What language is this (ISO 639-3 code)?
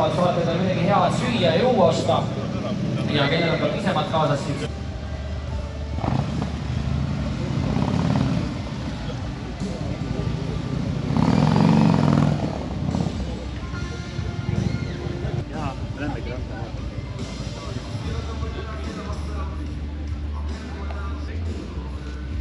est